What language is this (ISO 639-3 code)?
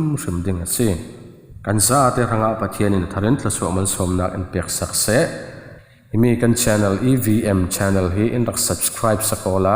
cfm